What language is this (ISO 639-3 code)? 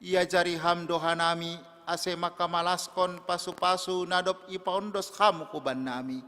bts